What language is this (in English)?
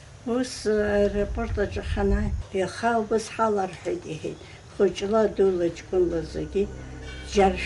Abkhazian